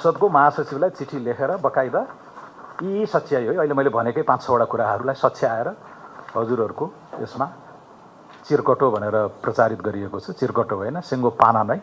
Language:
Nepali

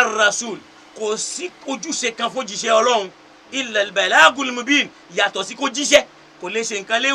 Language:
Yoruba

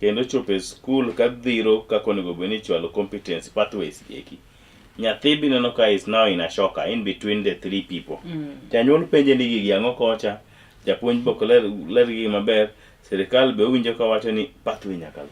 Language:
Luo (Kenya and Tanzania)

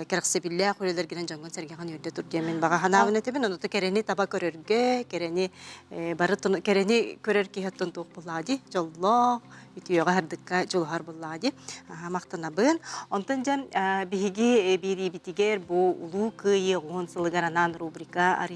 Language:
Yakut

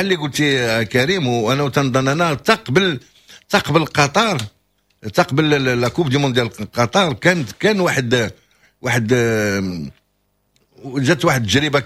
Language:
Moroccan Arabic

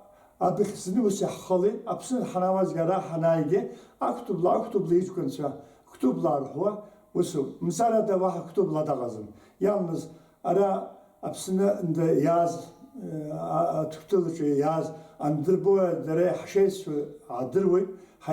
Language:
Abkhazian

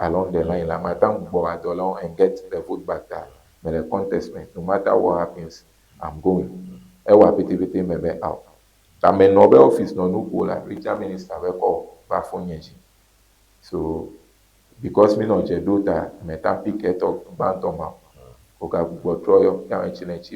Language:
Ewe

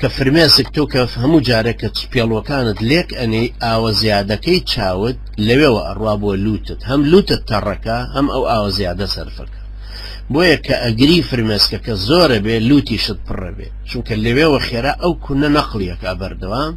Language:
Central Kurdish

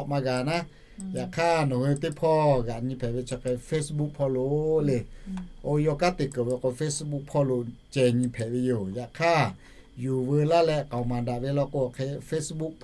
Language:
Lahu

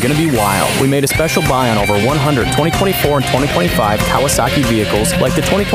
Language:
English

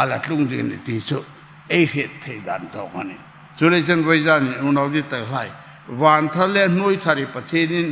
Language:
Hmar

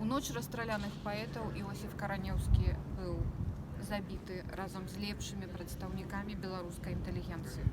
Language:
Belarusian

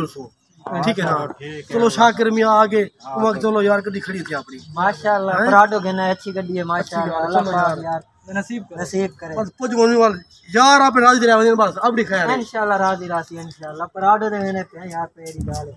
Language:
Saraiki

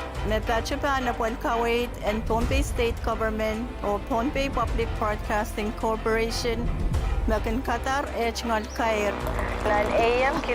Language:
Pohnpeian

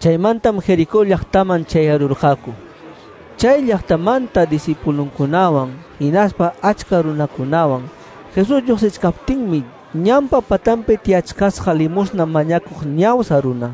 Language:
Quechua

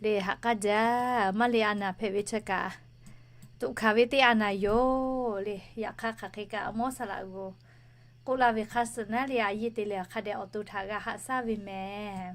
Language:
Lahu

